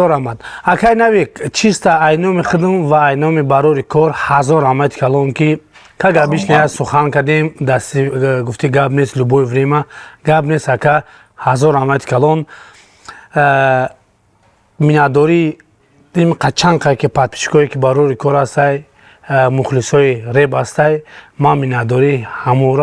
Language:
Tajik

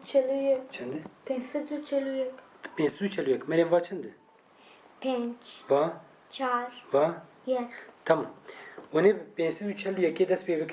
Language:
Kurdish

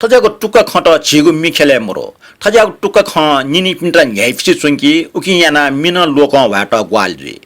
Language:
Newari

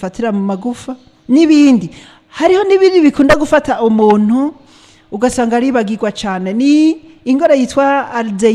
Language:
Rundi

